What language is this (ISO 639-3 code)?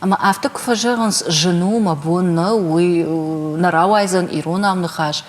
oss